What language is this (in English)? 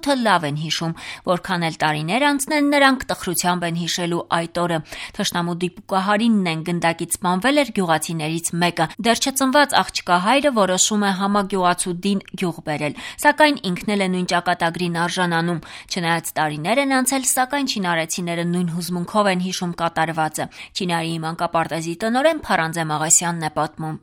Armenian